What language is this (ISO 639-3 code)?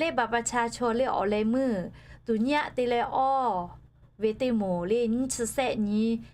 lhu